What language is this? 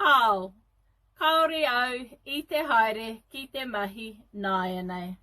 Māori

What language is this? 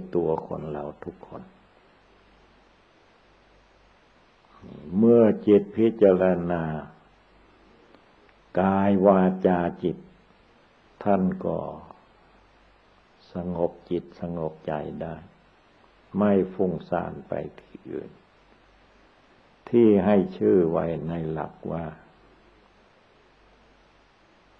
Thai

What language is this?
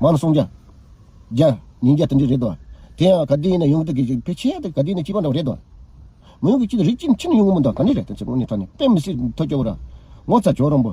Tibetan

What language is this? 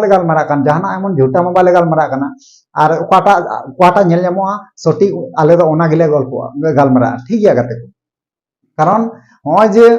Santali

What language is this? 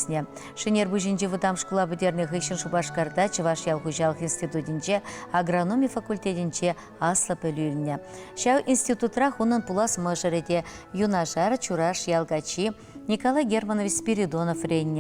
Chuvash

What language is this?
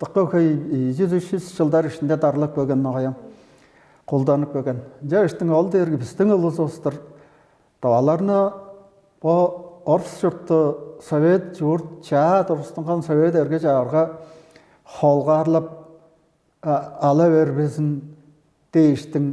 Tuvinian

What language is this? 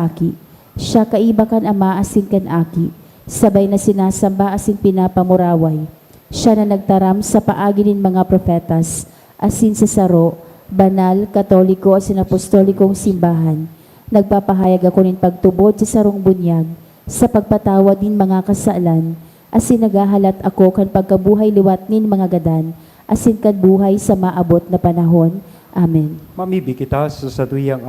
Bikol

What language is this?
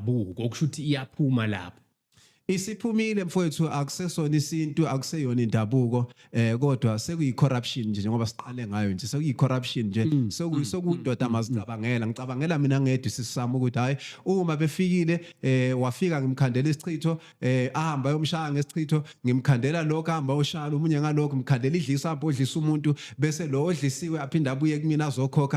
Zulu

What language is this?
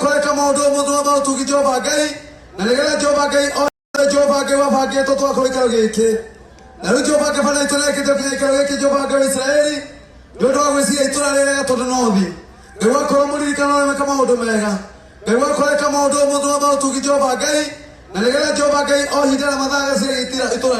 Kikuyu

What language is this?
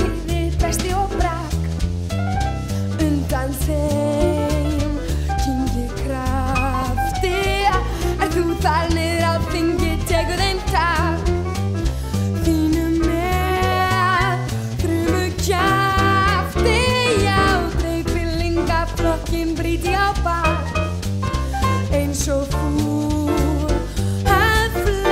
Icelandic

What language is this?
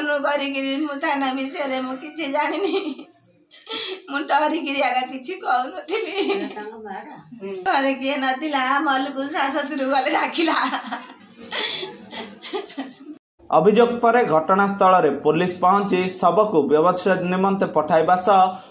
Odia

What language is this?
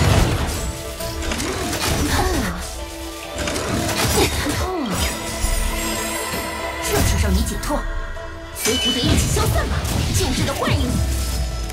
Chinese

